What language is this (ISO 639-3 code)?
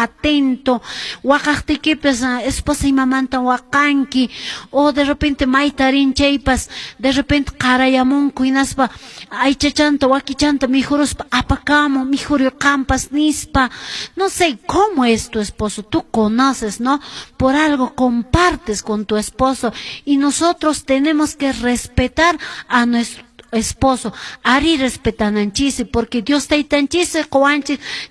que